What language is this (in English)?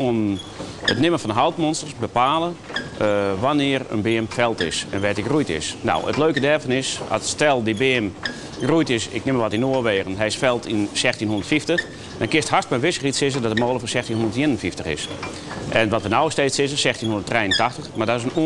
Western Frisian